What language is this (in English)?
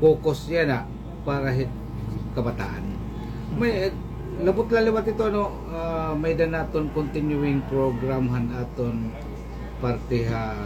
Waray